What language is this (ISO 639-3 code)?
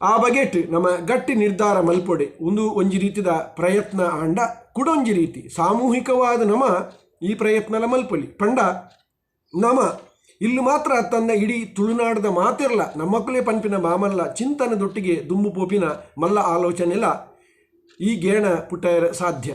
tcy